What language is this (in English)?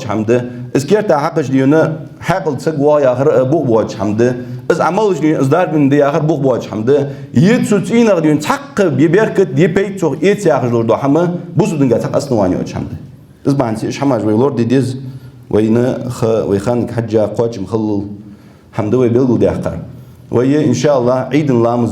Ingush